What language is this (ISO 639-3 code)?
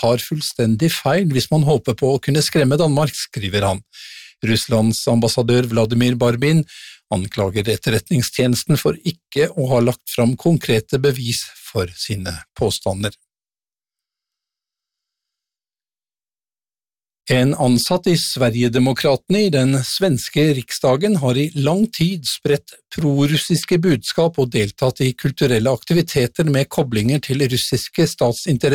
nor